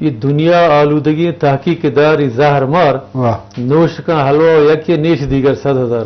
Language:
Eastern Balochi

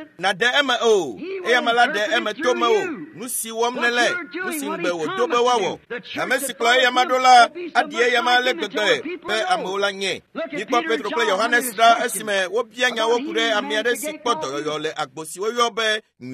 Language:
Ewe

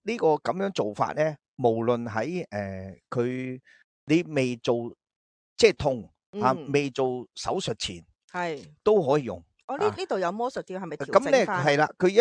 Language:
Cantonese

